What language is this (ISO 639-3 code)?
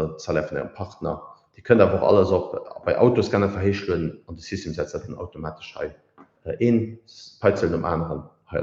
ltz